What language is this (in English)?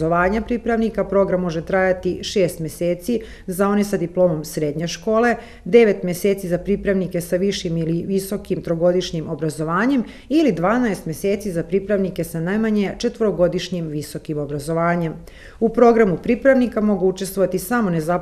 Serbian